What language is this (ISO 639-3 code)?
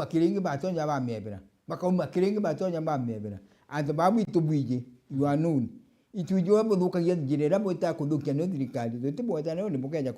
mer